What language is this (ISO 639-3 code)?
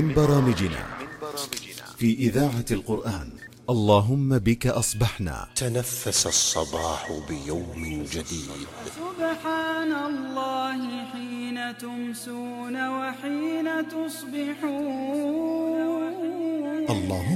ara